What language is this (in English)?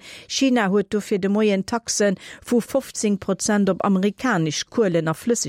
Luxembourgish